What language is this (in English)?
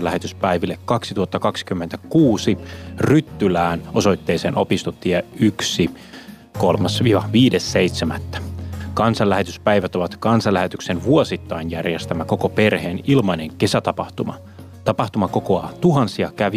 Finnish